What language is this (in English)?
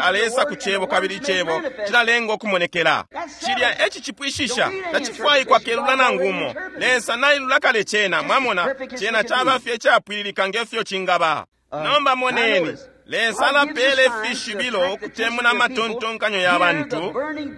Bemba